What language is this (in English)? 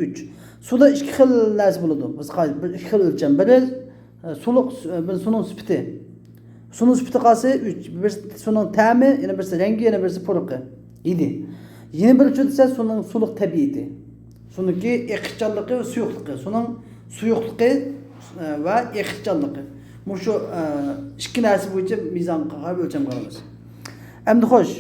Uyghur